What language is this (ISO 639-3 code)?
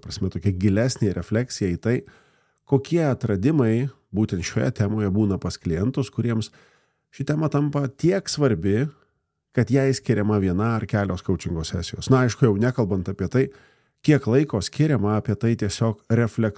lit